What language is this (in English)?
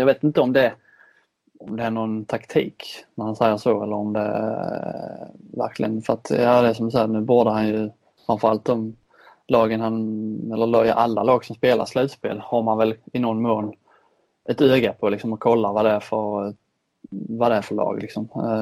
Swedish